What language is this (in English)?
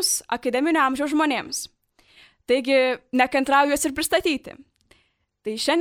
Lithuanian